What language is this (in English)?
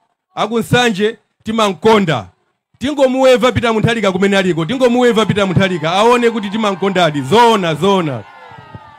Nyanja